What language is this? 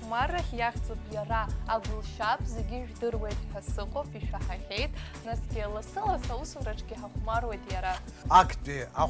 Abkhazian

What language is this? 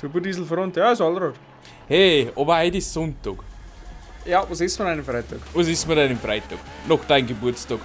Bavarian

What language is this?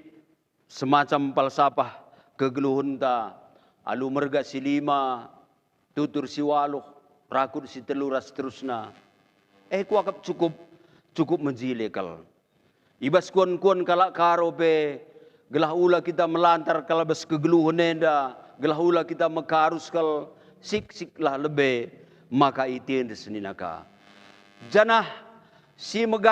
Batak Karo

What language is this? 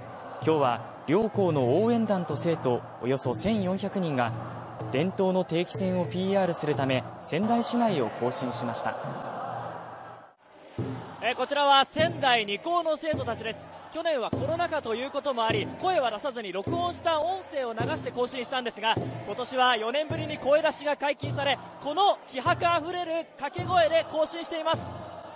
Japanese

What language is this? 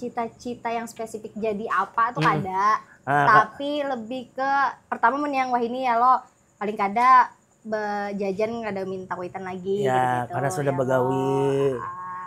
Banjar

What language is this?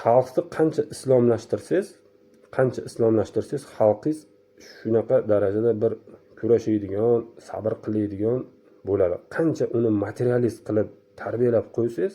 Uzbek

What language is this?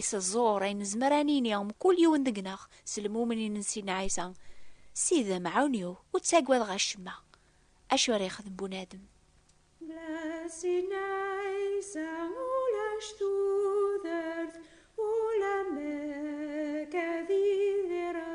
Kabyle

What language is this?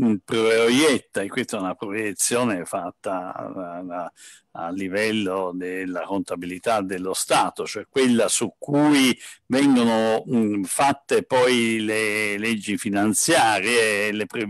Italian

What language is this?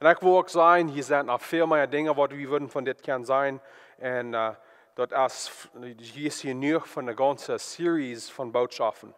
Plautdietsch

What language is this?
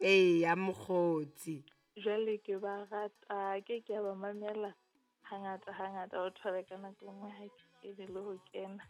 Southern Sotho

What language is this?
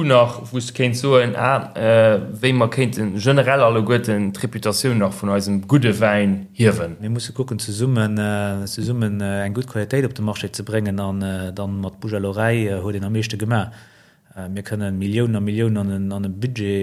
Luxembourgish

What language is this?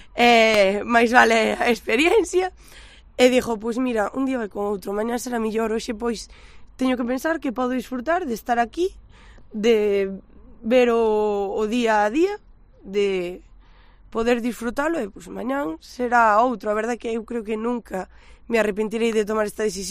Galician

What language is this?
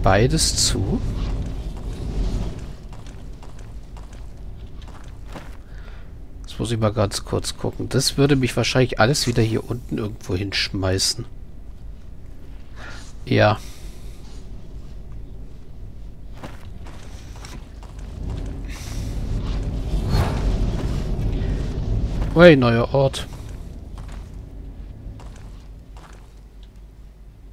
German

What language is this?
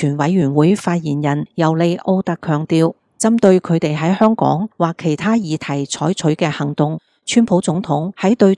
Cantonese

